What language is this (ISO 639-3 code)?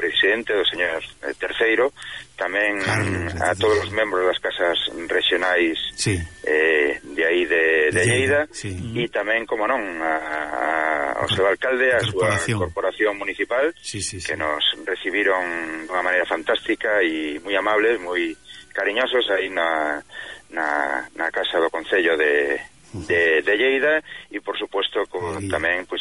glg